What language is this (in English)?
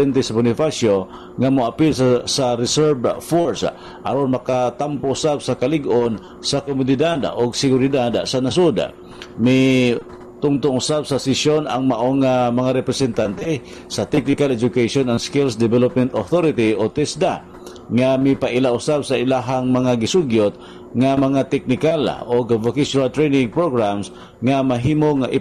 Cebuano